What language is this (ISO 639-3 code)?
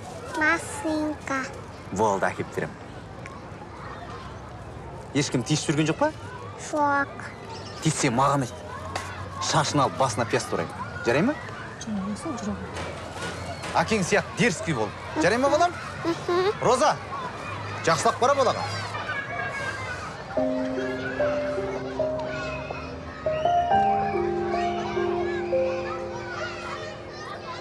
kaz